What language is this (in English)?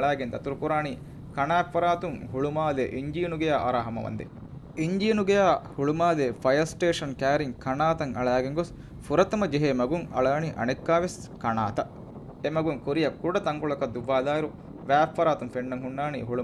Divehi